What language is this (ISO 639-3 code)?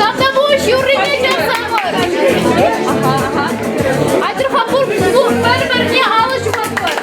chv